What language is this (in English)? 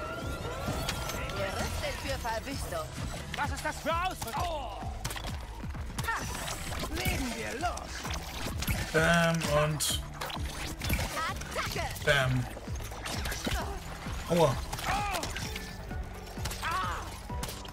German